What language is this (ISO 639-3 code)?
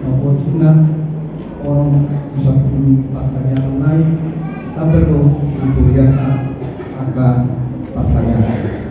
bbc